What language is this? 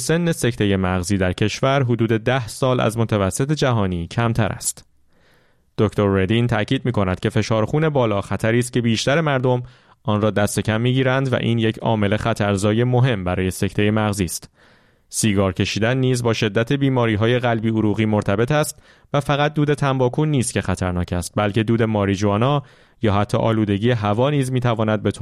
Persian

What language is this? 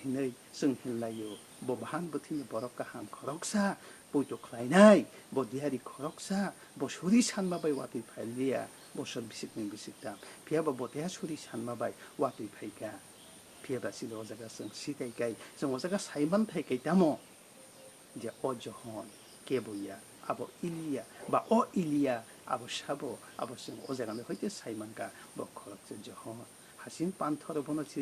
Kok Borok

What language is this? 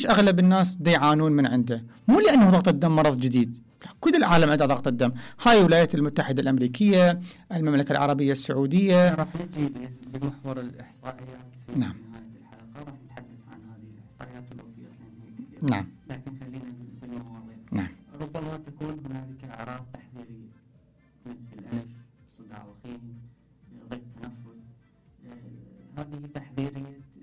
Mesopotamian Arabic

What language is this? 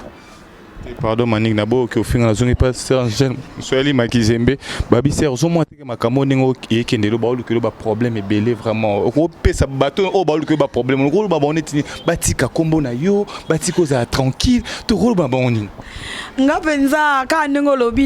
Lingala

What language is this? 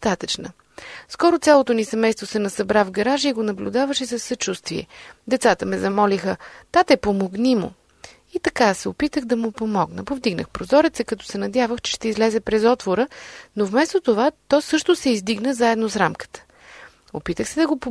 Bulgarian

